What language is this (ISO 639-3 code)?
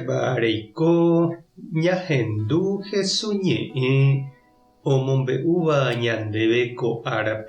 grn